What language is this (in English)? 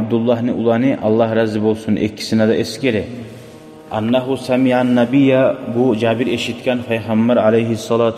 Kumyk